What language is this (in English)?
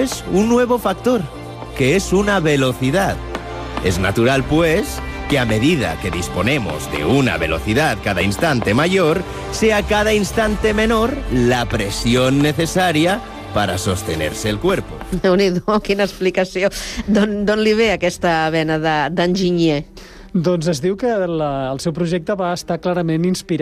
Catalan